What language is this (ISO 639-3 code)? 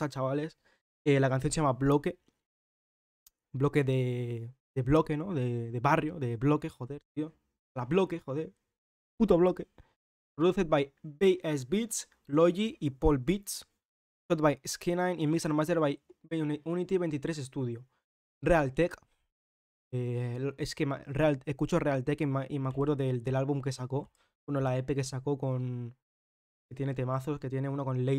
spa